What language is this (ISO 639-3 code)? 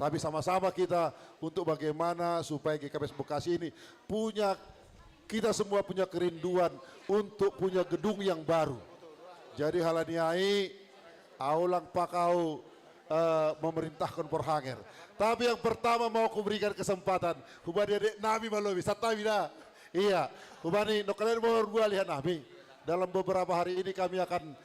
bts